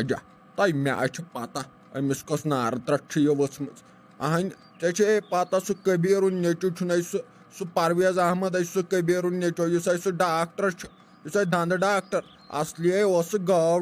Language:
Kashmiri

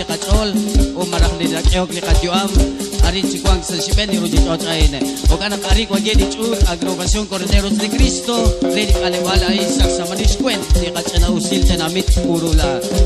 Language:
Kekchí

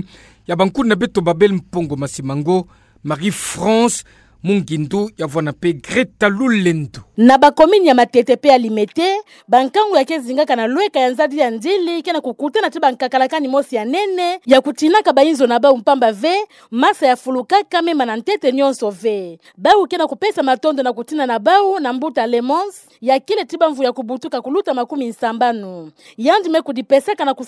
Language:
Kituba (Democratic Republic of Congo)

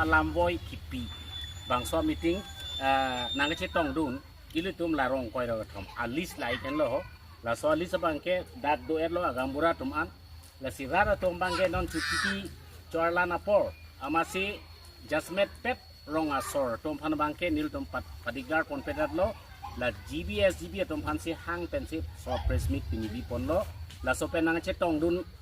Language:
Karbi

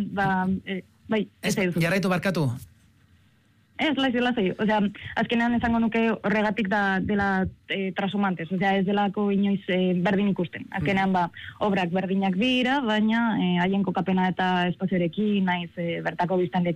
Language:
Basque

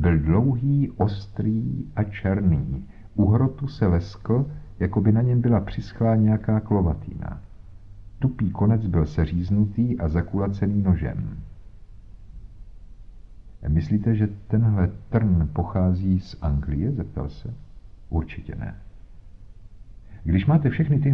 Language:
Czech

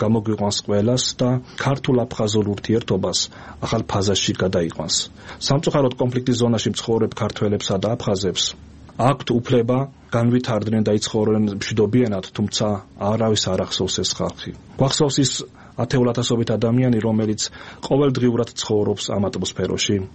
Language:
Georgian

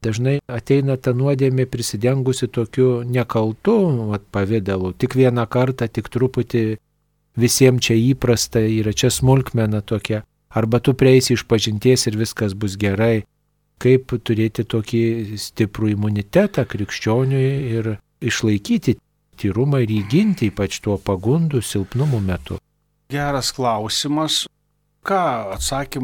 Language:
Lithuanian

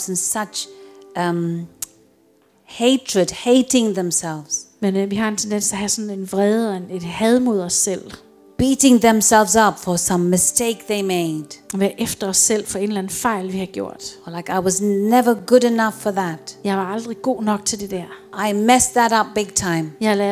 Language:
Danish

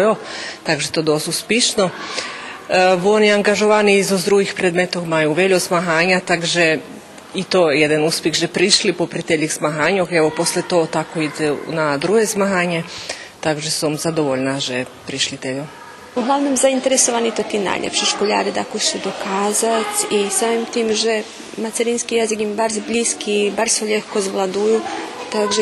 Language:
Rusyn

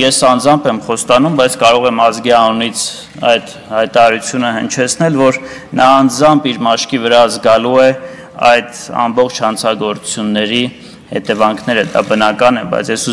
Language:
Armenian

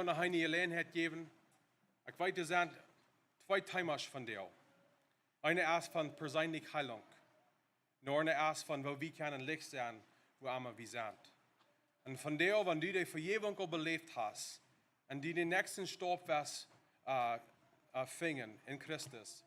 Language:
Plautdietsch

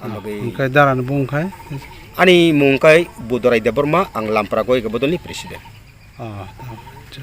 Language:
Kok Borok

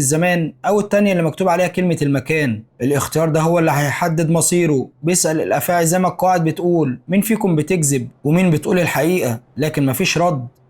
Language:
Egyptian Arabic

